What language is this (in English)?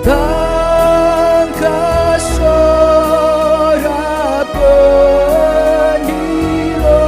Batak Karo